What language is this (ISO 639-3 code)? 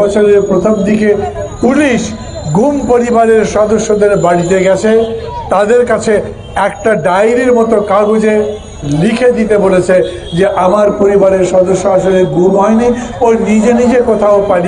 ben